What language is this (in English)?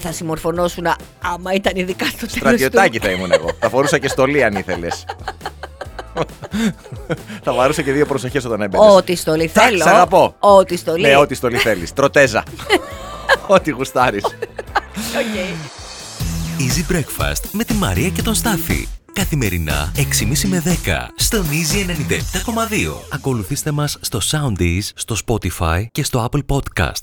Greek